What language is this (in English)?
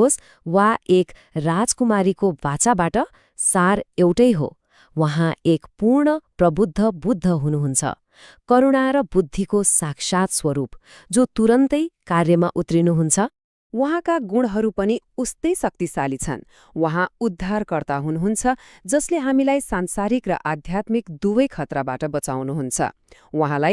Nepali